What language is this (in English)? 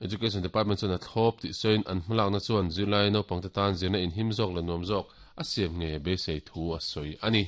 Mizo